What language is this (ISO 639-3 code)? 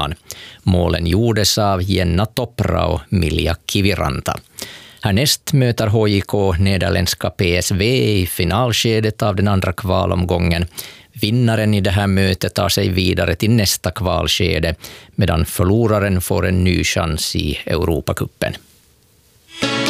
swe